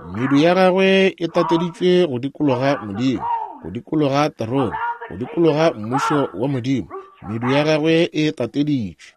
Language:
Northern Sotho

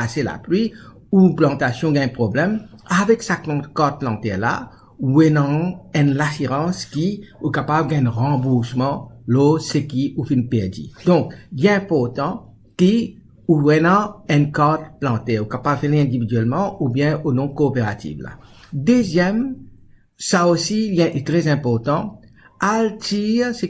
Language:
Morisyen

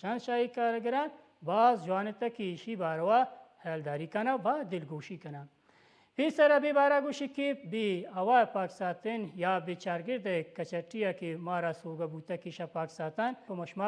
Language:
Baluchi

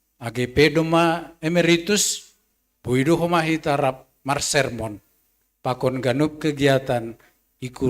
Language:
Batak Simalungun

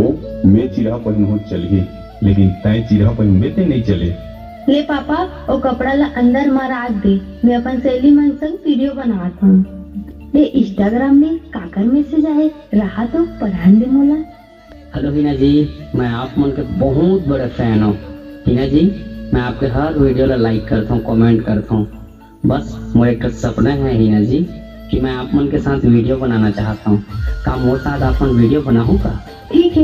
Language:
Chhattisgarhi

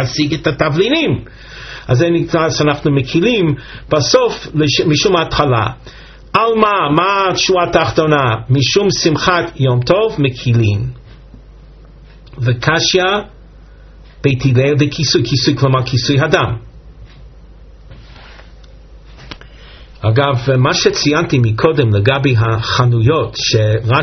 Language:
Hebrew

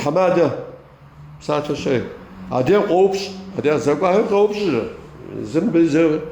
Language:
Kabardian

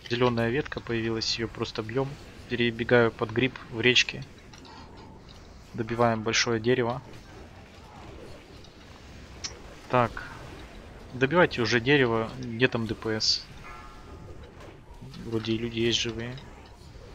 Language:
Russian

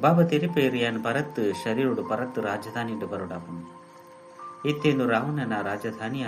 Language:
Tulu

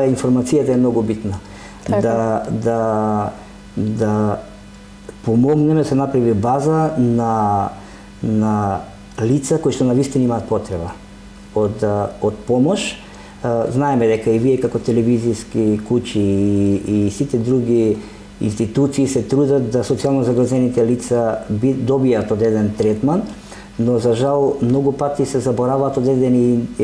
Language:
Macedonian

